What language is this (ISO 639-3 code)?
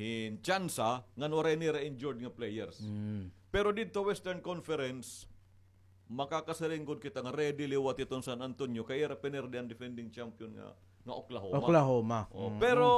war